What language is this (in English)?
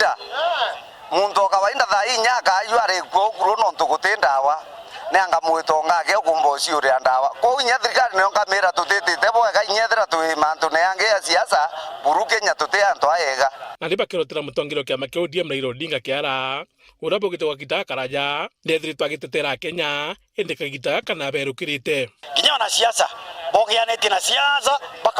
Meru